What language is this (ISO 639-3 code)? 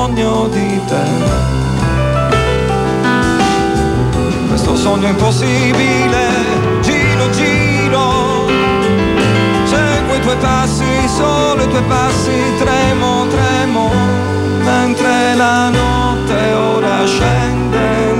ita